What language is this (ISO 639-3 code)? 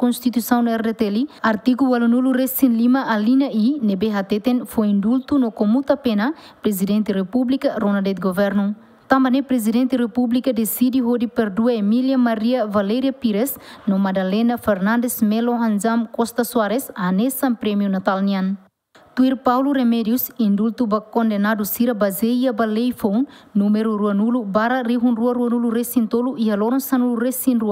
tet